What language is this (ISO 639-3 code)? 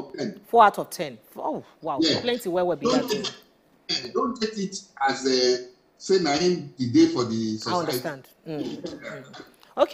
pcm